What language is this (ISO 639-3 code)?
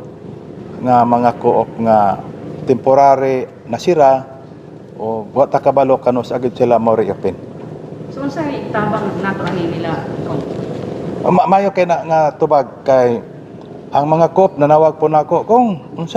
ceb